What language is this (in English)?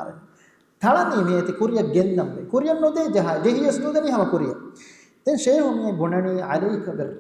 Divehi